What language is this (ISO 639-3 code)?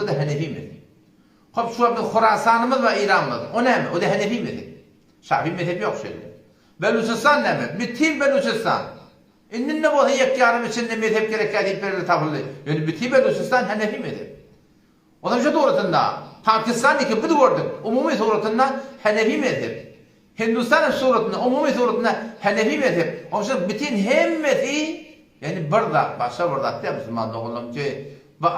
tuk